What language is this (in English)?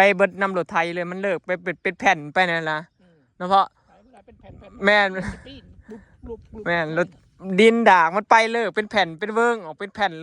Northeastern Thai